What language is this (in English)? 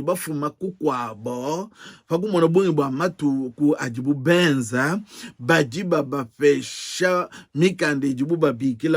Luba-Lulua